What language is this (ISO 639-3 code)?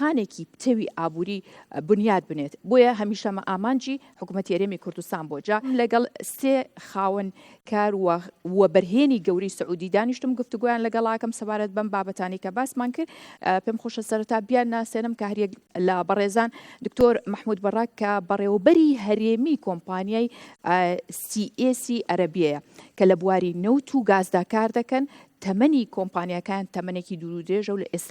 ckb